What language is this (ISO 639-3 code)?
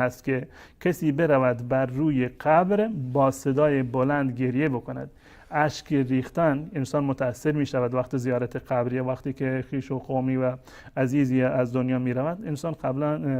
fas